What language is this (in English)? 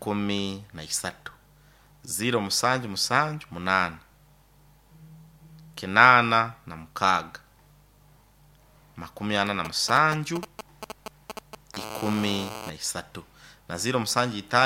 Nyoro